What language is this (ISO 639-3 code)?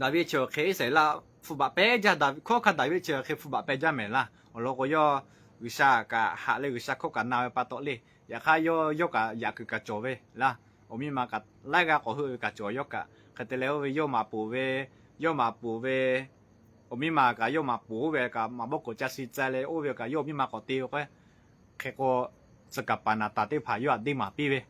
lhu